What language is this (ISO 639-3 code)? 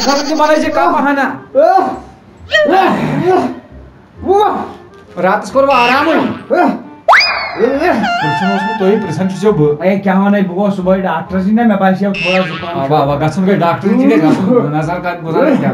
kas